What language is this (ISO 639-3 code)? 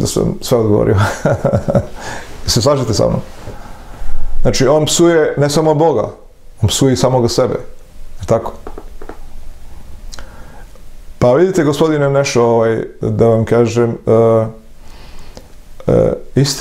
srp